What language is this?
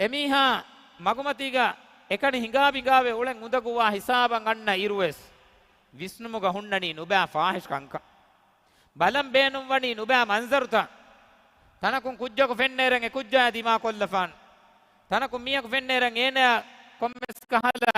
Divehi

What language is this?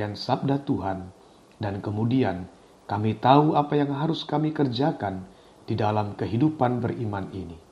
Indonesian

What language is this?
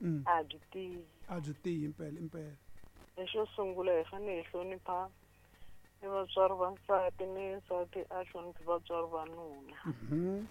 Tsonga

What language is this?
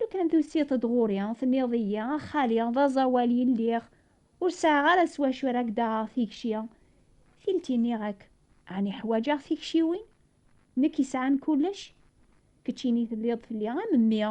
Kabyle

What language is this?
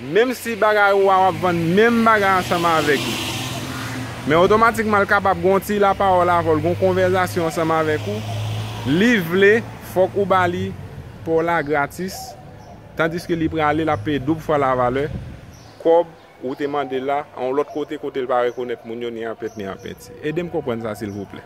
Haitian Creole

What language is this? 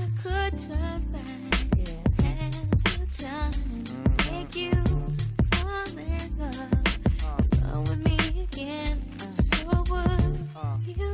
Tswana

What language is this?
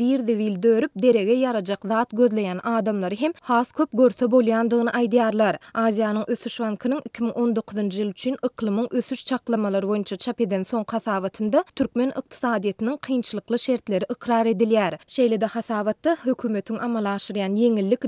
Turkmen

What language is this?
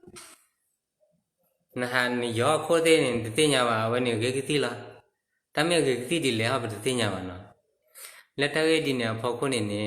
S'gaw Karen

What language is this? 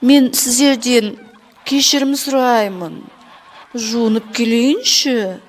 Kazakh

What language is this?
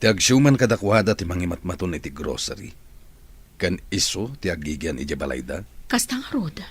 Iloko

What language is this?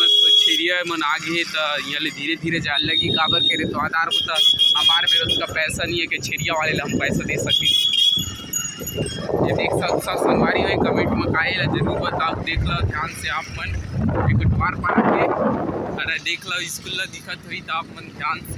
Chhattisgarhi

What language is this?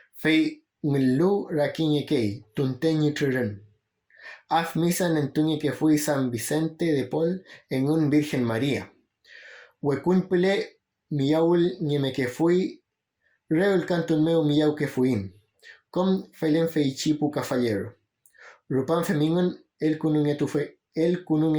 Mapuche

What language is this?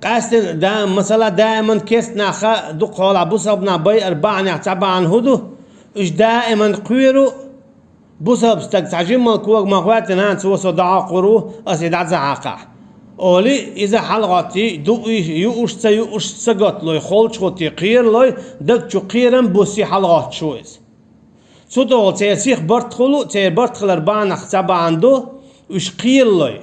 Chechen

